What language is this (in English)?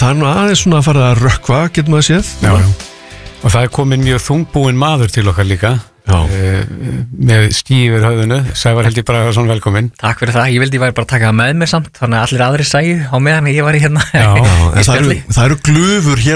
Icelandic